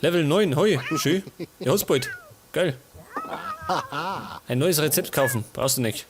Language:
Bavarian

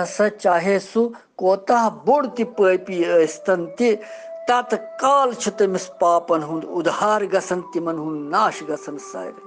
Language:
Kashmiri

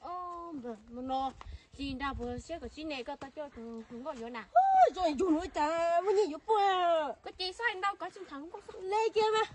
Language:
Hmong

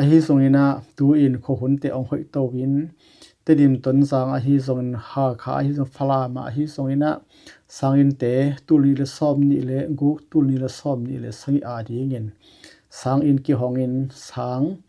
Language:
Tedim Chin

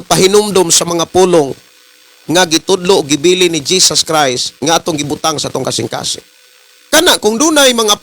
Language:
Cebuano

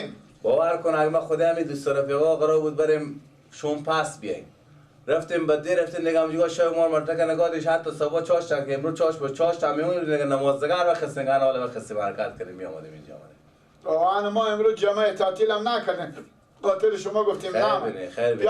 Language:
Persian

